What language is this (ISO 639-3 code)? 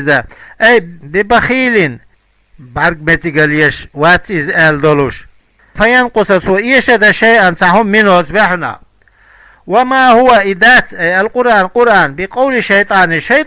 che